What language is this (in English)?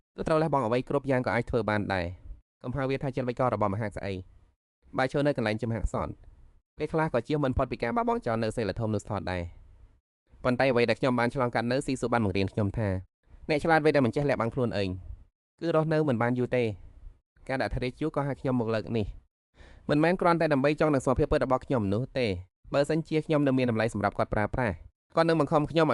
Khmer